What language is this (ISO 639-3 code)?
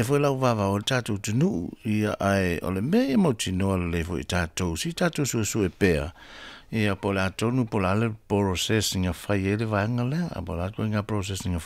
smo